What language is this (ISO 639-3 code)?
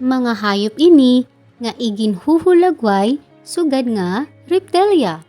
war